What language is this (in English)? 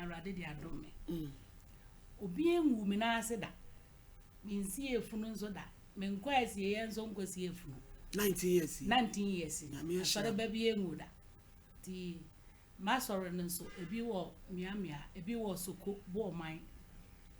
Akan